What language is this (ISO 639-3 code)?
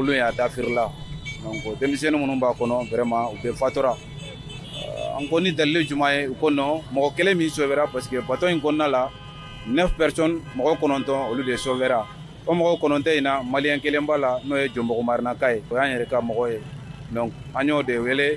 bam